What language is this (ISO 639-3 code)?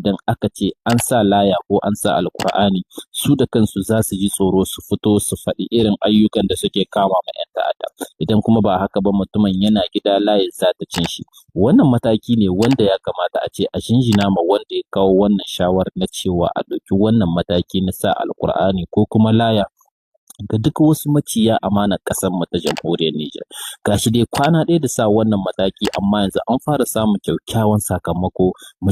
hau